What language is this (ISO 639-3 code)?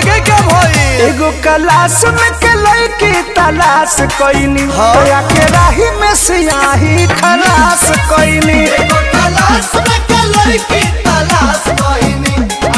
bho